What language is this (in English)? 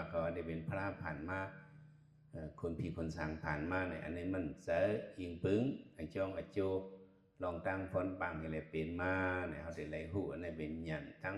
Shan